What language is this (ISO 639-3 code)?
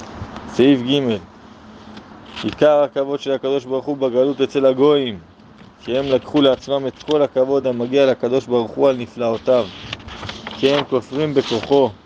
heb